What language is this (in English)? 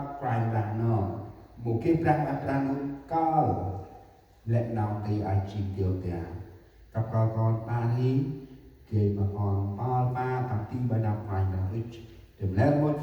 Central Mnong